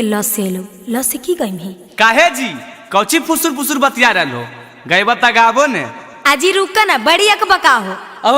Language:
Magahi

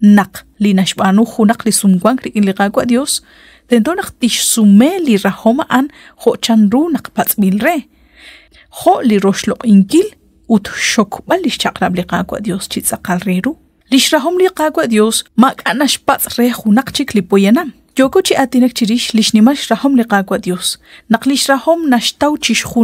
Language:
Kekchí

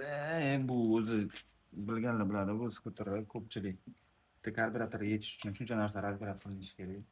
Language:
Uzbek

